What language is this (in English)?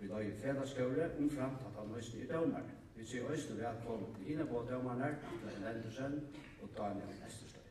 Faroese